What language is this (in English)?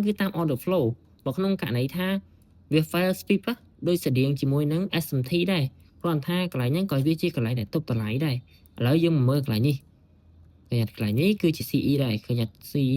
Khmer